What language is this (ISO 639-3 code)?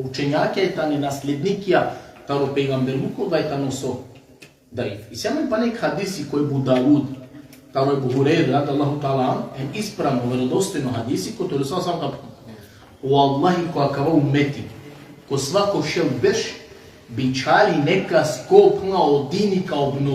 rmn